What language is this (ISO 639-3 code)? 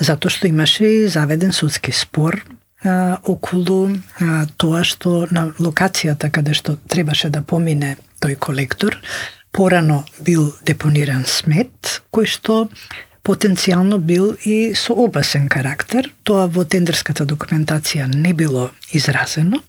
mkd